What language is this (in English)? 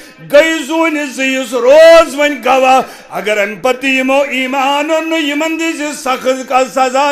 Kashmiri